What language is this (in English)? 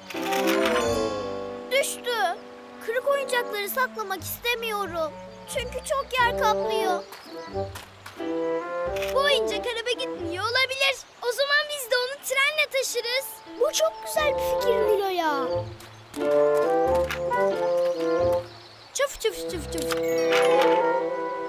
Turkish